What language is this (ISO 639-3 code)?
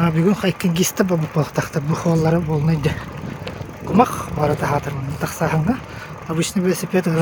sah